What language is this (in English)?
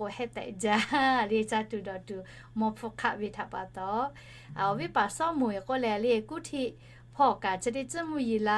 Lahu